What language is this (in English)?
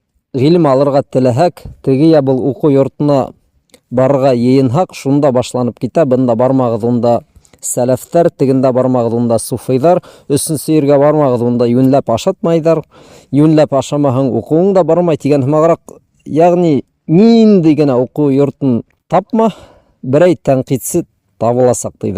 Bashkir